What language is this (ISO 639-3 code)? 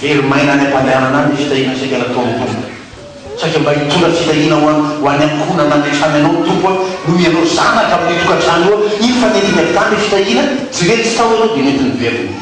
mlg